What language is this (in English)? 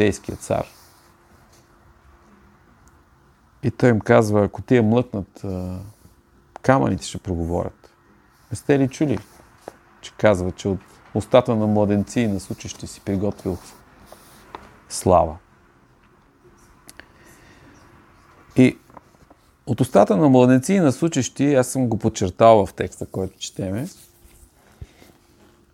Bulgarian